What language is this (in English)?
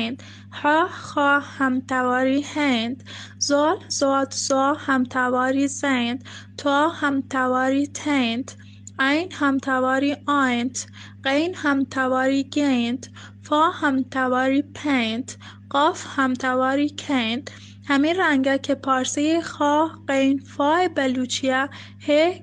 Baluchi